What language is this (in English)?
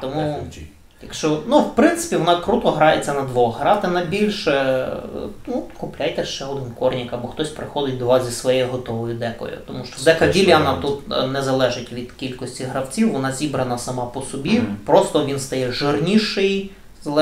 Ukrainian